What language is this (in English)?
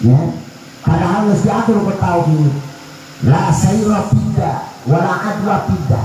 Sundanese